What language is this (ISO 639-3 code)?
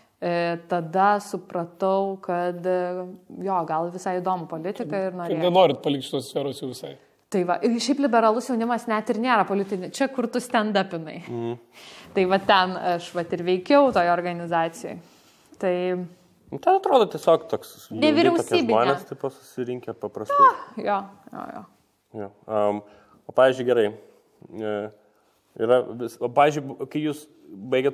lit